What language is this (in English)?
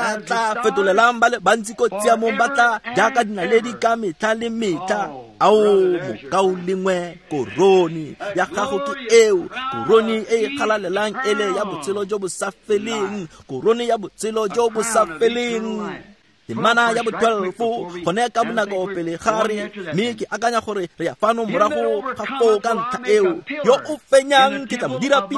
Tswana